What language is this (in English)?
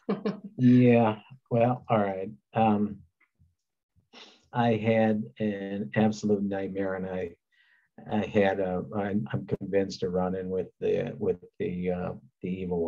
English